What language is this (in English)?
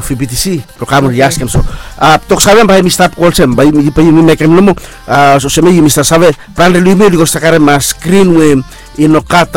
Bislama